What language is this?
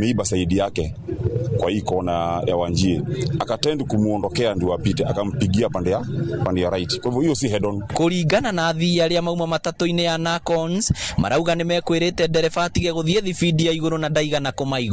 Kikuyu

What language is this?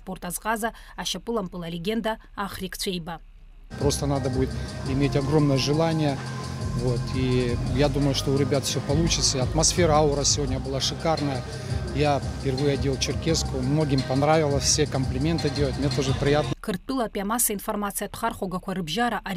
Abkhazian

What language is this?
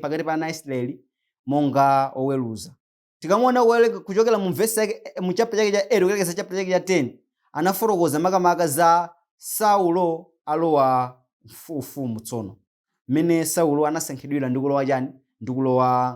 Nyanja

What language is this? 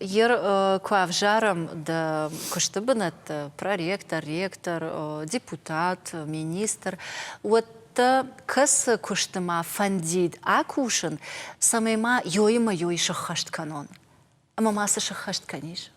Ossetic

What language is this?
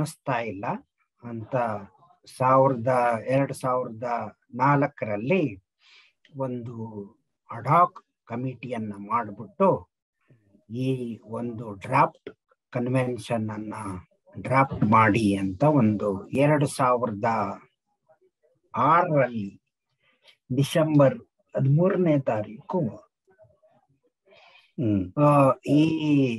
Kannada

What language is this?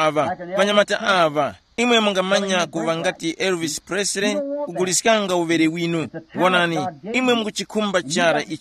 Tumbuka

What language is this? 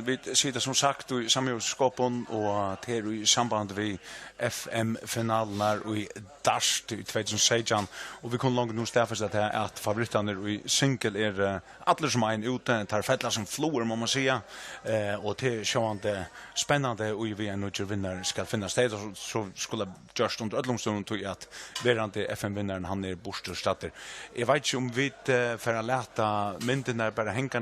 Faroese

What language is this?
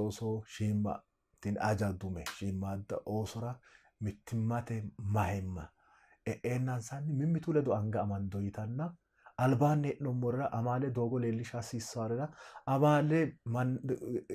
Sidamo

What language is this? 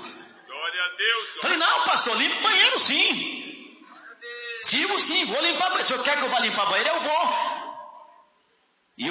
Portuguese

